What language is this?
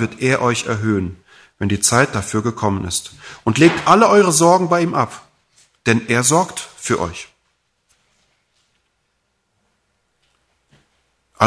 German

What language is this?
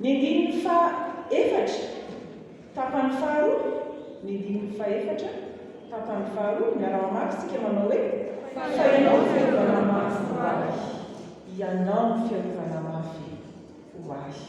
Malagasy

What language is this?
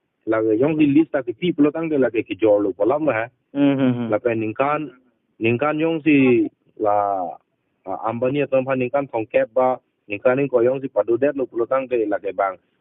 Karbi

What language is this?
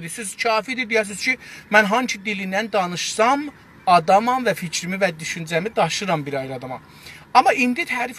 South Azerbaijani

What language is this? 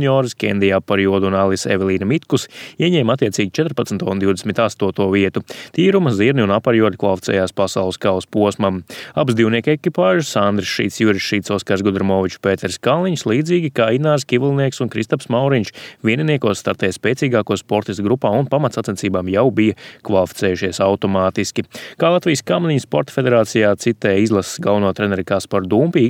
Latvian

